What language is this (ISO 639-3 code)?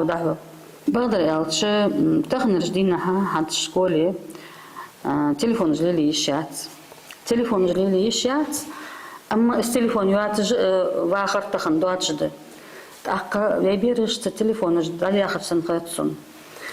inh